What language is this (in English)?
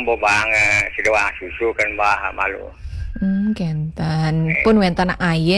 Balinese